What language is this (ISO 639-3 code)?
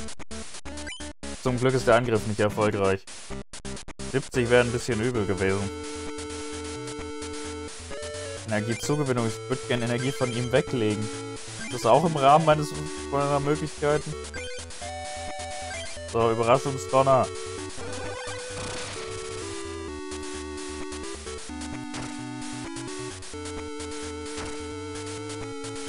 deu